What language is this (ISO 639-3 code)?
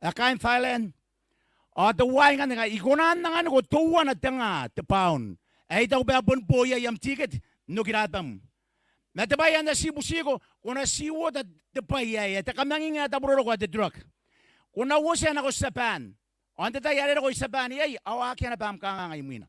gil